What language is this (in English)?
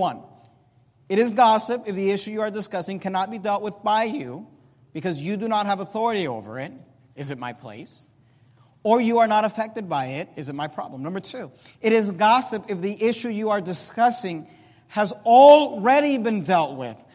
English